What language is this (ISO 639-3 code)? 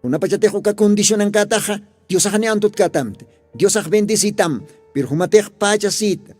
aym